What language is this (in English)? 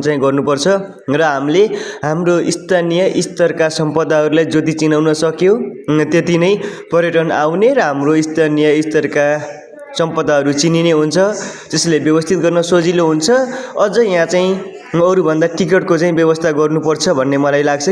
Nepali